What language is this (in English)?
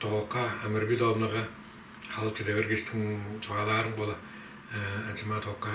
Tuvinian